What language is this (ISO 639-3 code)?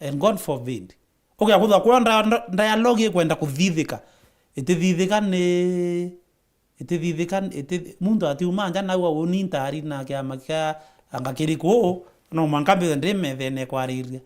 mer